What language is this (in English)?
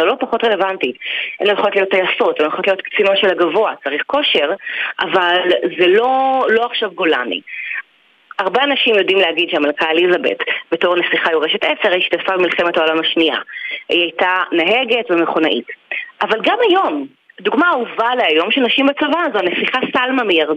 Hebrew